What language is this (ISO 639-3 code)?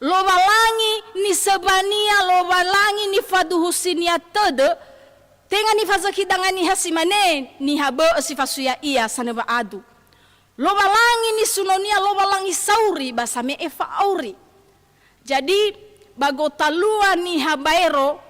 nia